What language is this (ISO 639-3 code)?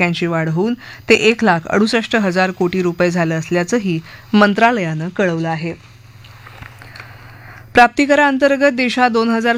mar